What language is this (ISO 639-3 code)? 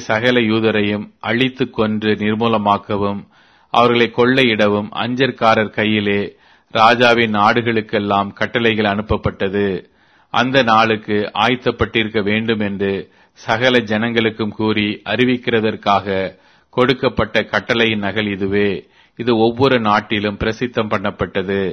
tam